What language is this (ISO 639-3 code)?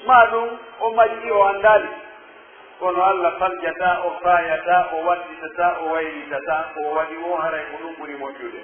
fuf